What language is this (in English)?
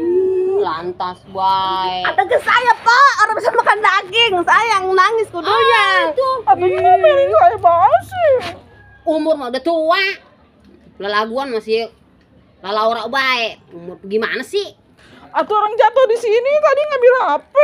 Betawi